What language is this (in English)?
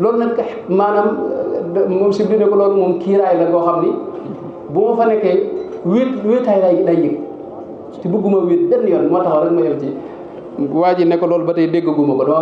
Wolof